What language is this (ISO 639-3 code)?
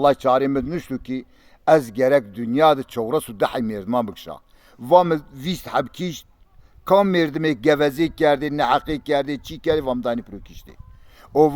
zza